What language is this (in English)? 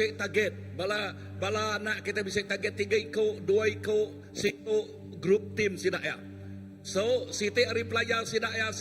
Iban